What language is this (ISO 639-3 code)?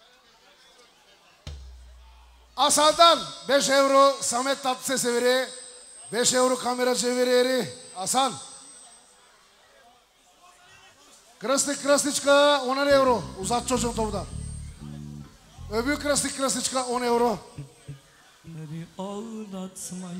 tur